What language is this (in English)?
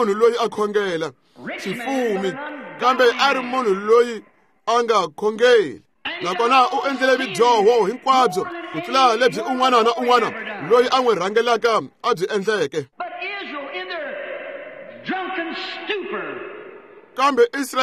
Tsonga